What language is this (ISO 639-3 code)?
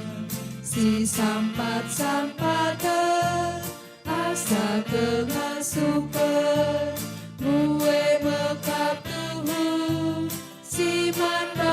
btx